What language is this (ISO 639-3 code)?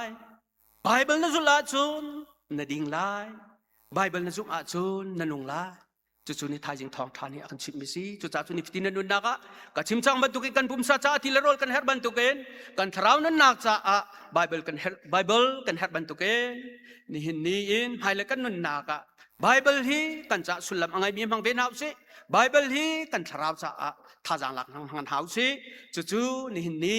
cnh